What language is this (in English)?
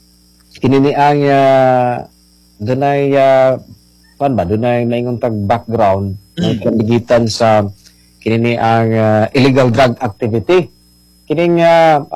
Cebuano